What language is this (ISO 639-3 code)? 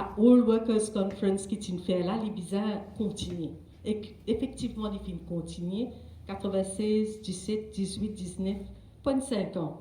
mfe